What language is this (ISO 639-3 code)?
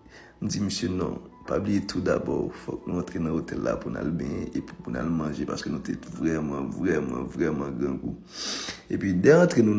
hat